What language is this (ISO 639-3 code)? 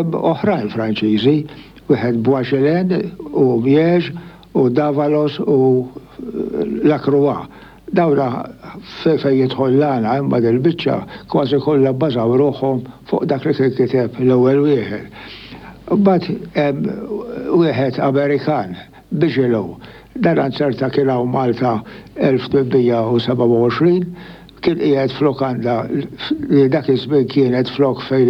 mlt